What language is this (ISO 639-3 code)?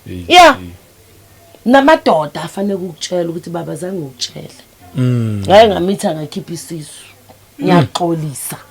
zul